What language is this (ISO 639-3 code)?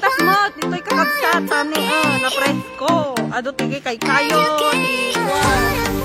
ilo